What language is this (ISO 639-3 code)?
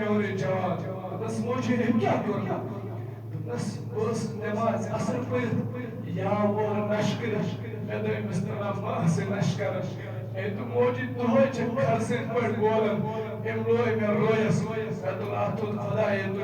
kas